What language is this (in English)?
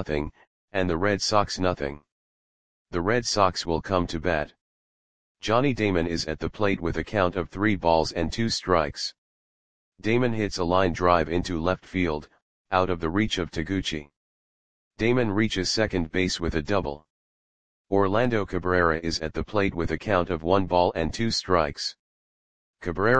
English